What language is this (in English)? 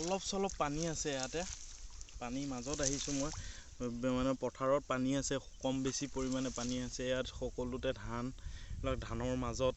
Assamese